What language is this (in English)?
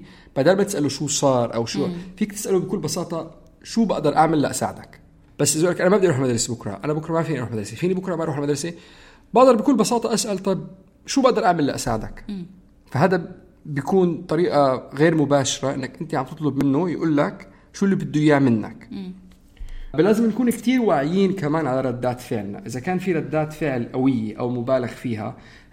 North Levantine Arabic